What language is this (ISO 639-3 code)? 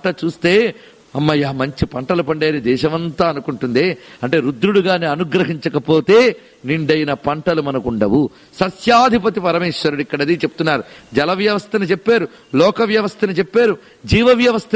tel